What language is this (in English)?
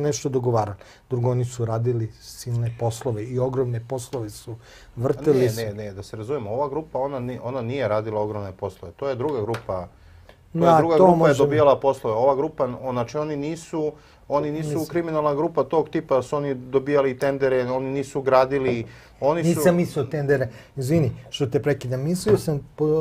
Serbian